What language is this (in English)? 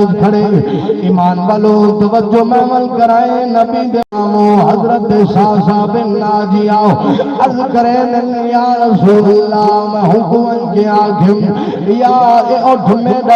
Saraiki